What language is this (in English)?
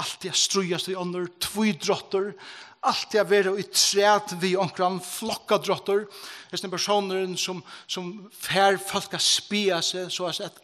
Faroese